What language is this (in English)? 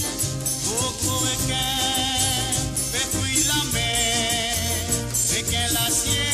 Morisyen